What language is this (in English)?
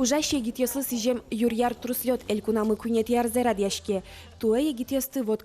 Udmurt